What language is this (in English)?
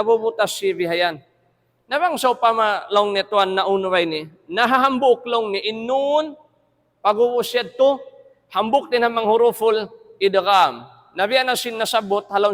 Tausug